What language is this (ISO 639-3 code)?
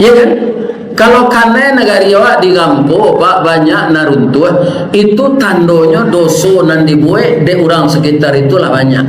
min